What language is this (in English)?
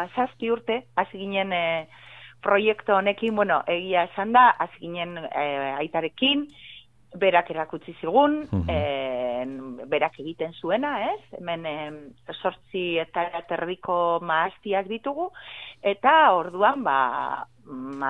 Basque